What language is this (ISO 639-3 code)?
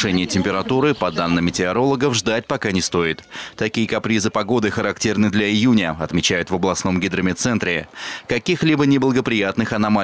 rus